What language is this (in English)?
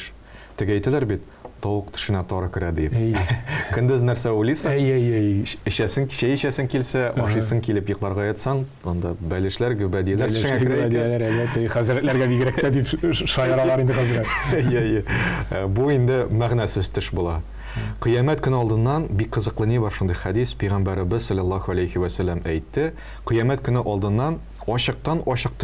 Tatar